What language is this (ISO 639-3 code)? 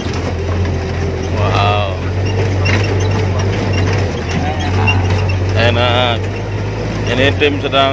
ind